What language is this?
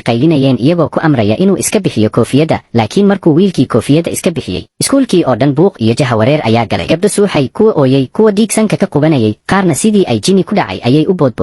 Somali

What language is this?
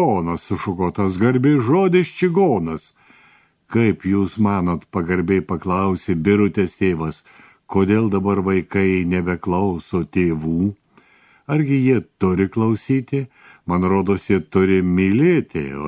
Lithuanian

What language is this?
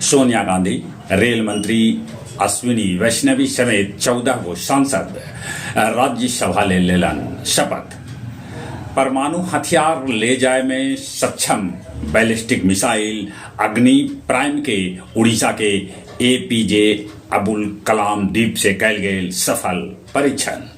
Magahi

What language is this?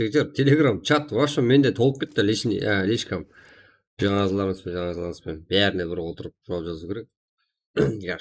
Kara-Kalpak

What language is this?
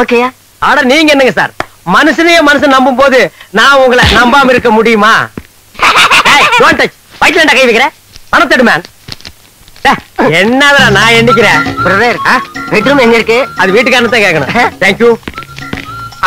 Tamil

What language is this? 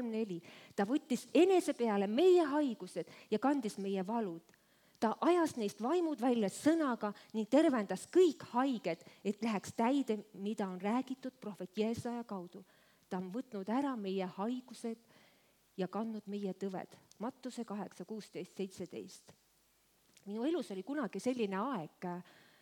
Estonian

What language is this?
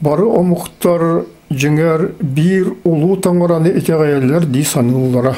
Yakut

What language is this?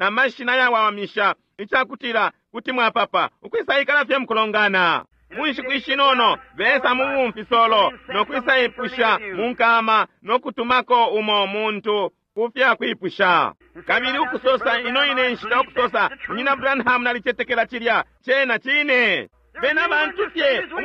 Bemba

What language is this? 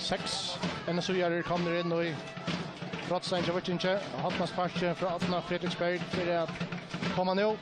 Faroese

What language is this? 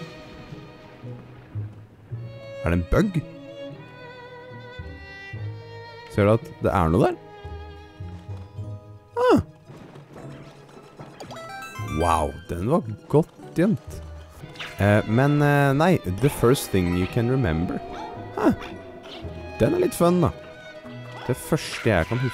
Norwegian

